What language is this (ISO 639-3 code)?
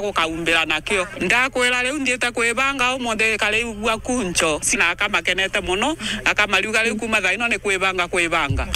mer